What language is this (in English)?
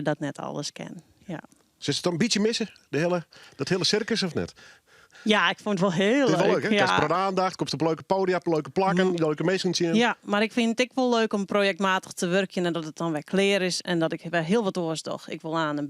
Western Frisian